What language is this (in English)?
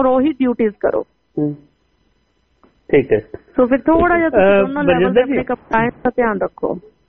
Punjabi